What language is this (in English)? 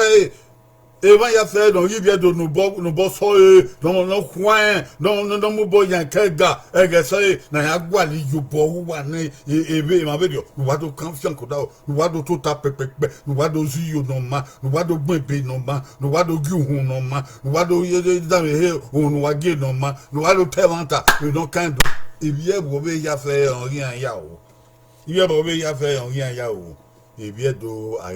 Bini